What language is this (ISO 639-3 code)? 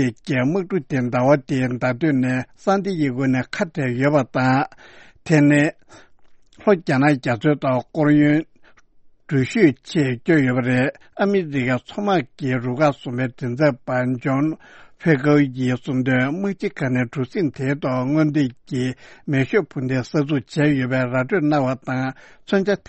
bod